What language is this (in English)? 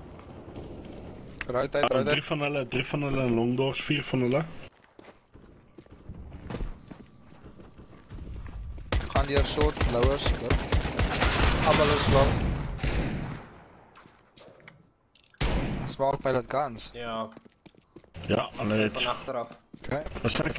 Afrikaans